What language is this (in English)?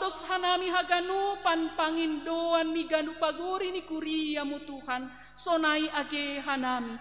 Batak Simalungun